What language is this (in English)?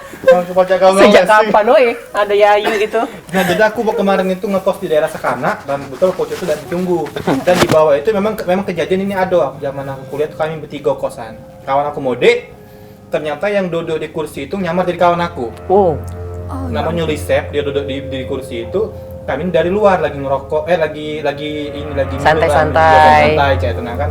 Musi